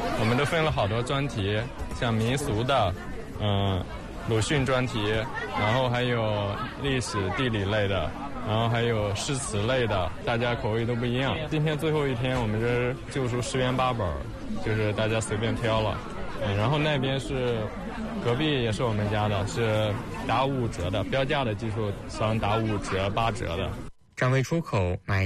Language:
Chinese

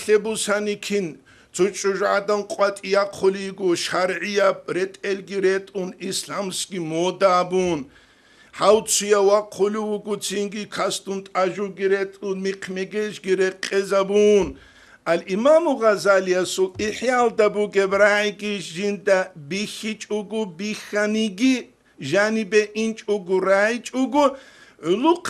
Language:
Avaric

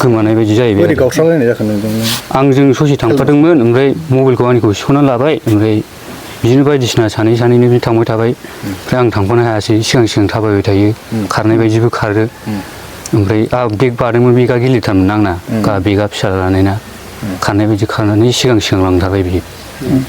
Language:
Bodo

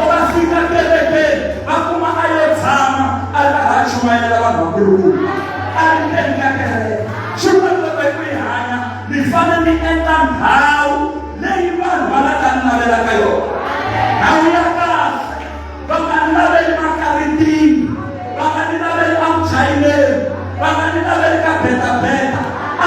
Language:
Tsonga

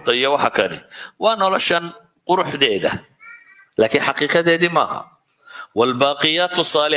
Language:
Somali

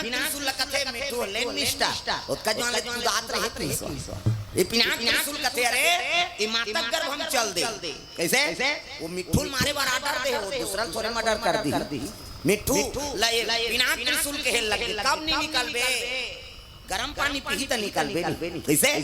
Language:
Chhattisgarhi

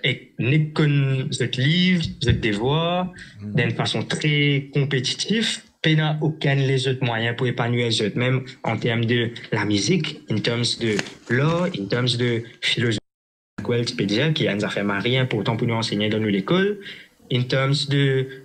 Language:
Morisyen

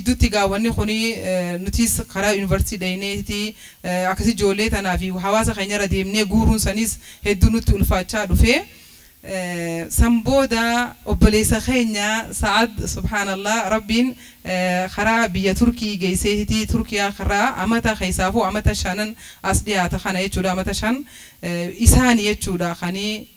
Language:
Oromo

